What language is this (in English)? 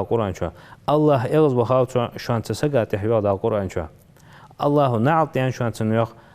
Ingush